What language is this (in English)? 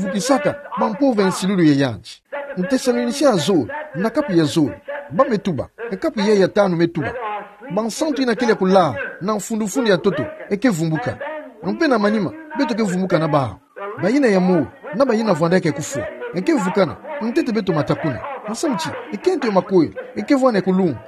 Kituba (Democratic Republic of Congo)